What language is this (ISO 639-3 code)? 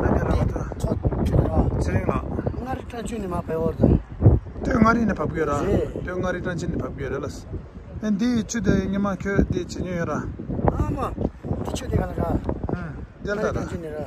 bod